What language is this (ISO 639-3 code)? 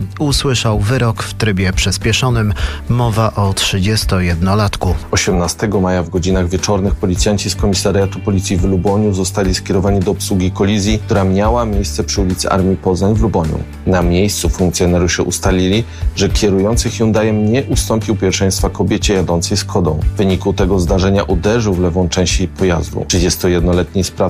pol